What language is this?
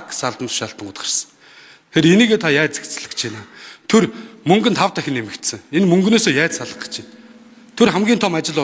Mongolian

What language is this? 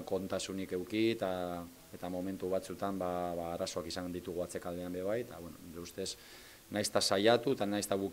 Basque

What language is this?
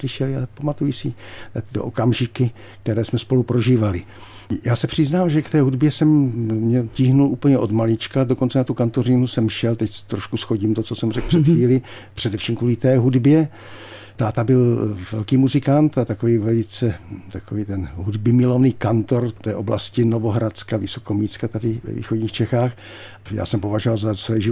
Czech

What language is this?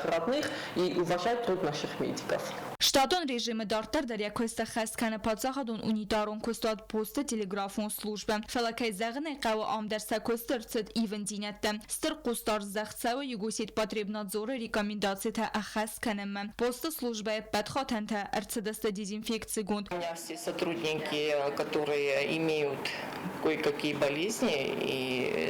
Ossetic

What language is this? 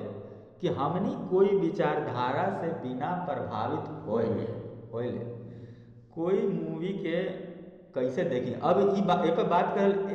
Magahi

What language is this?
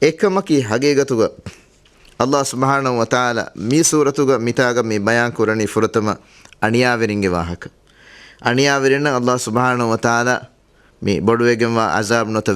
Divehi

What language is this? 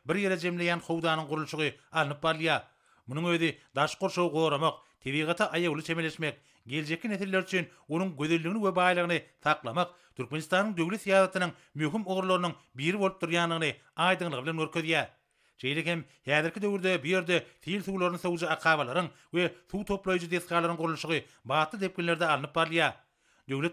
Turkmen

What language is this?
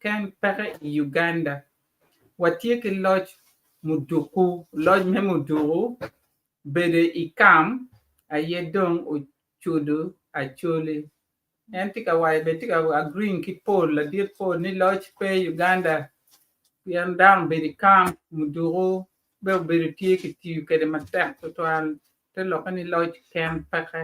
Acoli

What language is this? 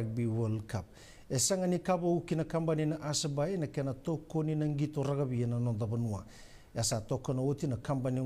Fijian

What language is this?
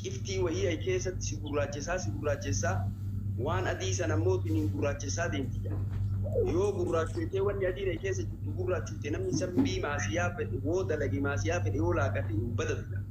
Oromo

